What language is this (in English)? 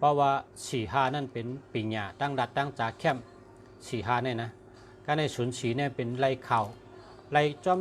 Shan